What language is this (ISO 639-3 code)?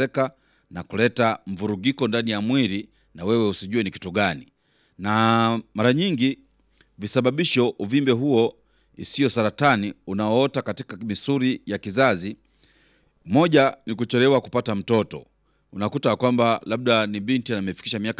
swa